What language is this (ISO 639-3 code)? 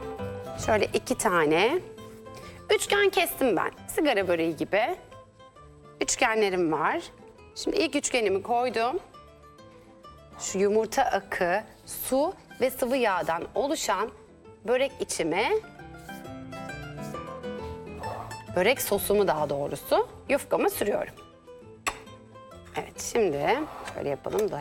tur